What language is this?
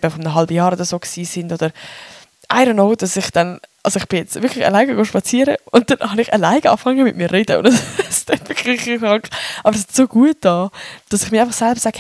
Swiss German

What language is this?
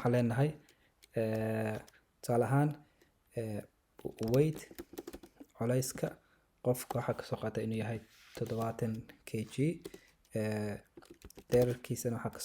Somali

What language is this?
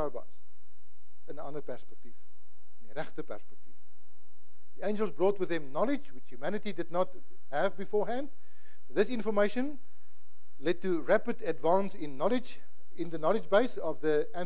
Afrikaans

